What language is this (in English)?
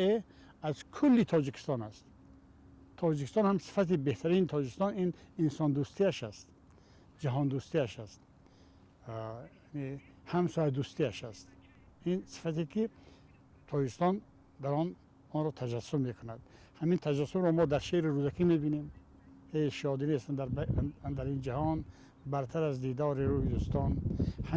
Tajik